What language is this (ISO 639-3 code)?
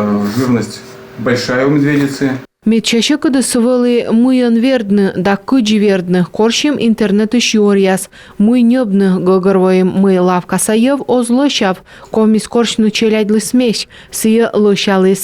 kom